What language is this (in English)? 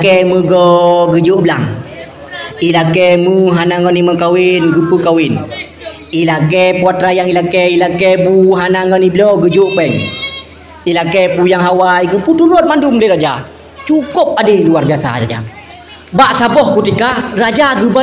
Achinese